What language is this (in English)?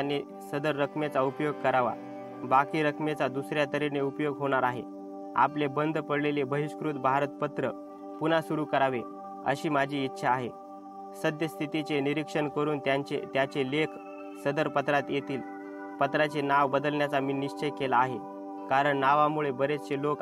Marathi